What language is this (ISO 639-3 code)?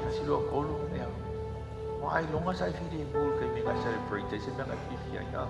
smo